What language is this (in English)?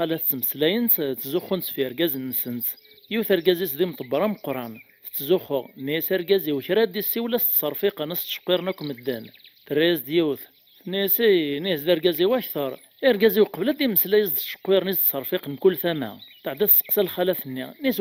Kabyle